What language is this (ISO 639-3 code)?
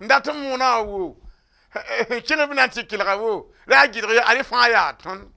mos